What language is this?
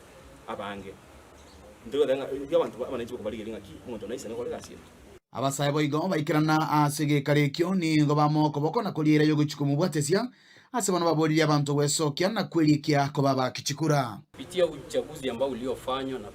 Gusii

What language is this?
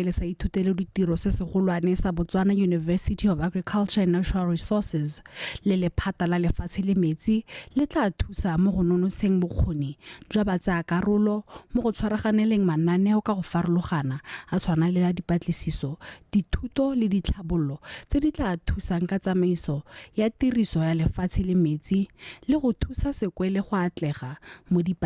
Tswana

